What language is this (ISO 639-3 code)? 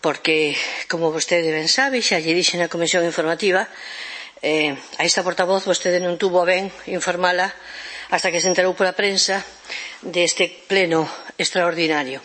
glg